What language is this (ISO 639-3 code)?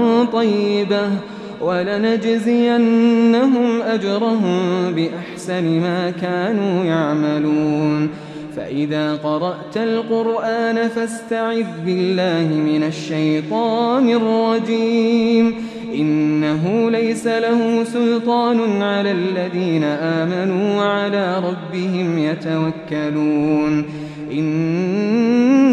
ara